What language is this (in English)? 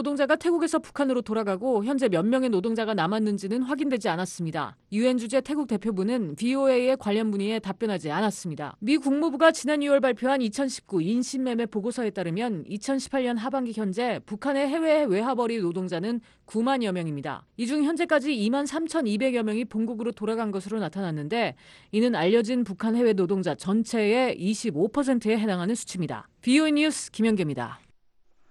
Korean